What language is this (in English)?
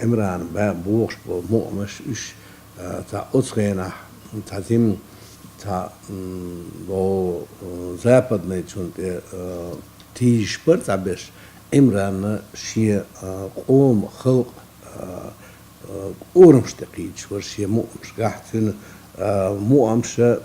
Chechen